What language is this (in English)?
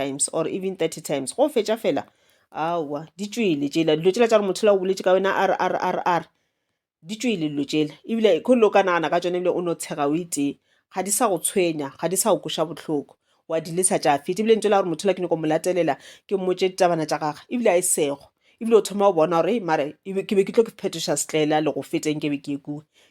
Northern Sotho